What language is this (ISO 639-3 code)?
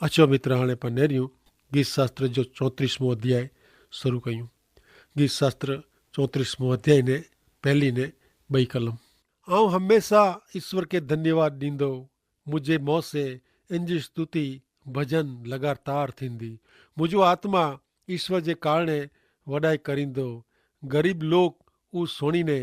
kfr